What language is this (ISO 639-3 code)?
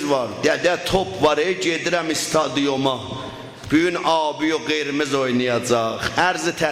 azb